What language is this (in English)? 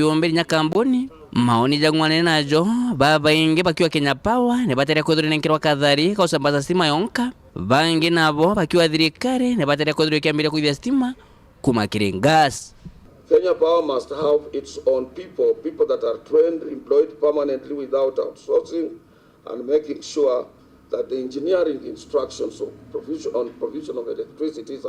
Meru